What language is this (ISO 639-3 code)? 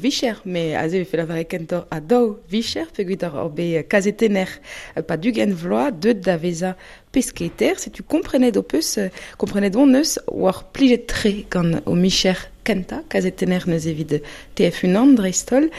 bre